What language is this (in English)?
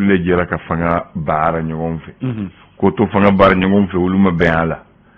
Bambara